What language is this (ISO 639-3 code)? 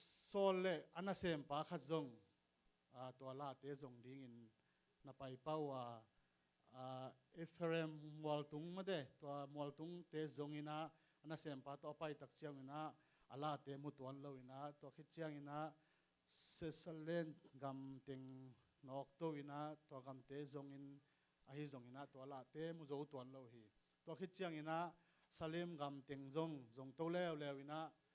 ctd